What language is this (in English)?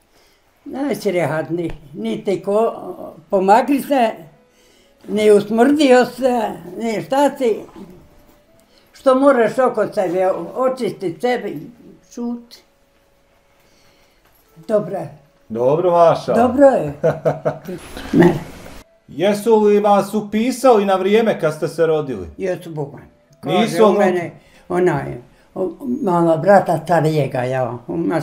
Bosnian